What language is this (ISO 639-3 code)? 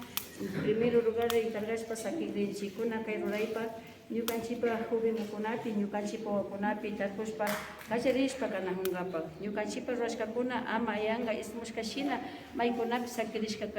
qvi